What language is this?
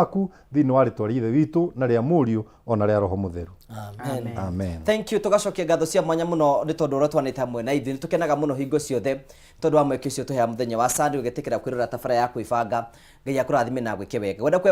Kikuyu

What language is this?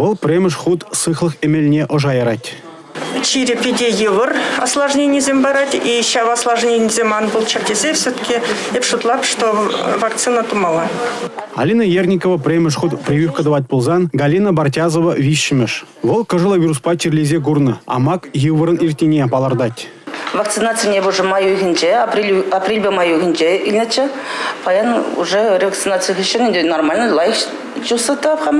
Chuvash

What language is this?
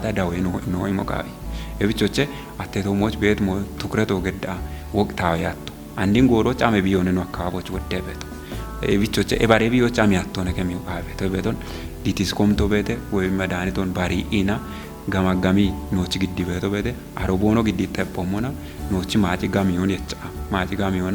Kafa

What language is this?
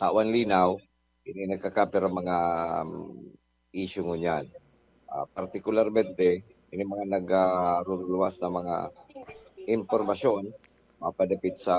Bikol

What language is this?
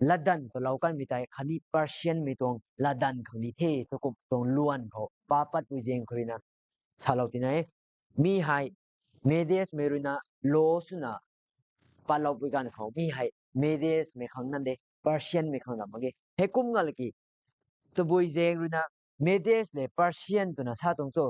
Rongmei Naga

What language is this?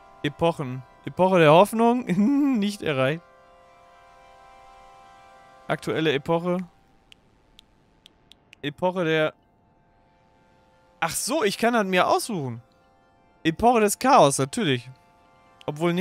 German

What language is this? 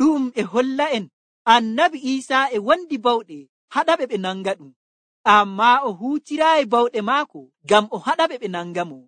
Nigerian Fulfulde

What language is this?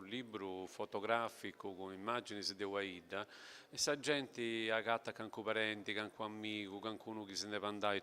Sardinian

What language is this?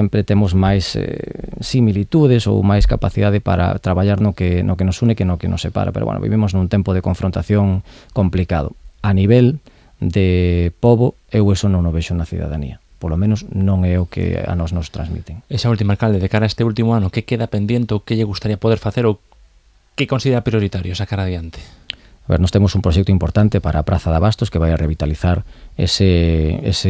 Galician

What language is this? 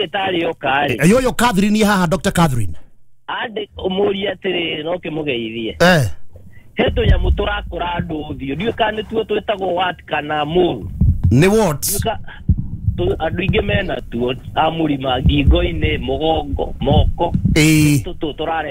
Kikuyu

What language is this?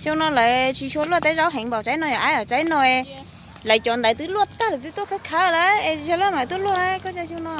Hmong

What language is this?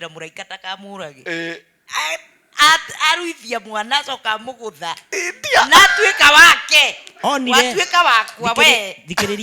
Kikuyu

